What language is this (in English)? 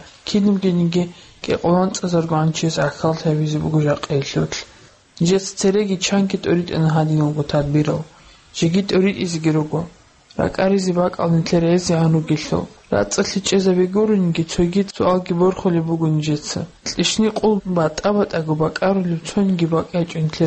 Avaric